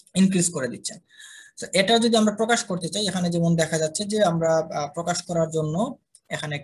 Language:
Bangla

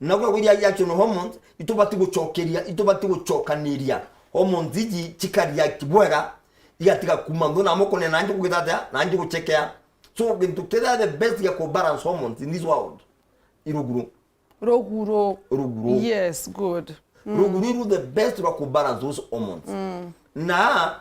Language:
Meru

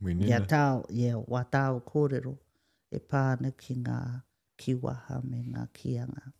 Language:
Māori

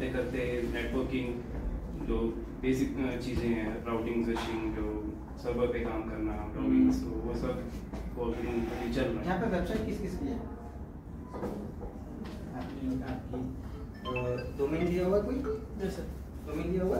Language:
Hindi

